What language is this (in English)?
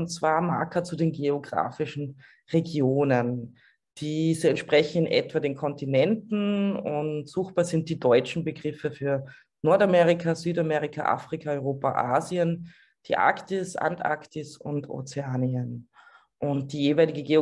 German